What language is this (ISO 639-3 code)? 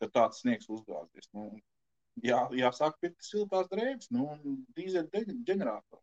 lav